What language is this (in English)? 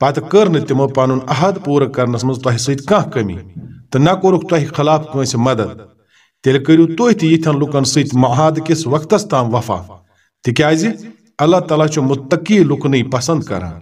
Kashmiri